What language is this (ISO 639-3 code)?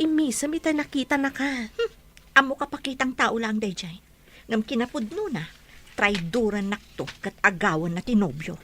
ilo